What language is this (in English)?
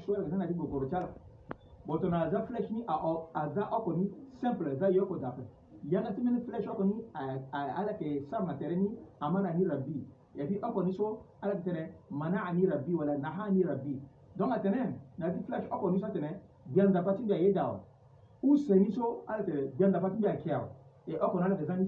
Sango